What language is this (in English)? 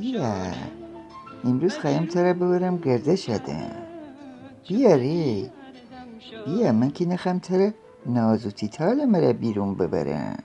Gilaki